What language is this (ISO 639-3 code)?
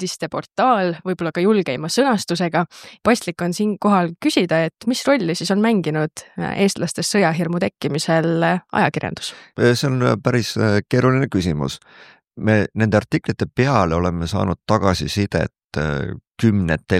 est